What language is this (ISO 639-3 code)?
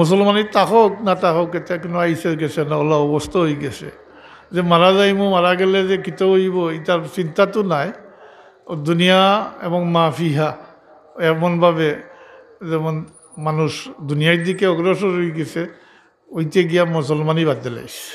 syl